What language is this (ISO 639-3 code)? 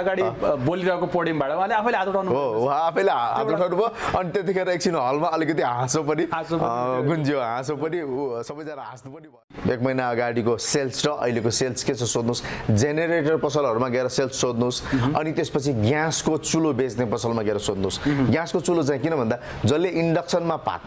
nep